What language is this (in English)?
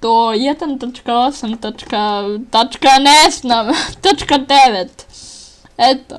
Bosnian